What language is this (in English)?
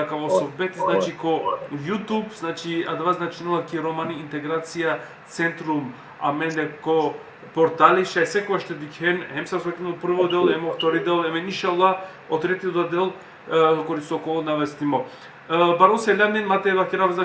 Balkan Romani